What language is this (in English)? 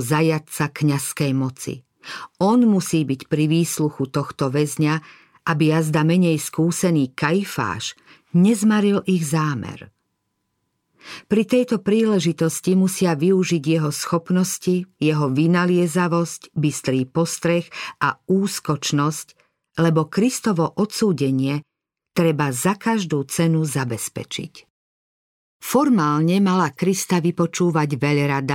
Slovak